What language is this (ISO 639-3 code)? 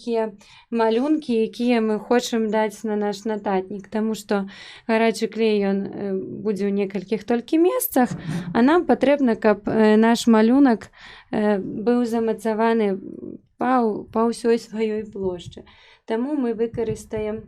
bel